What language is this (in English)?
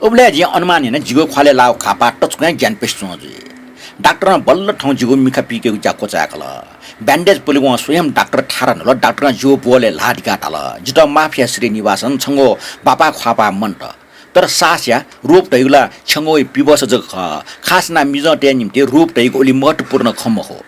Newari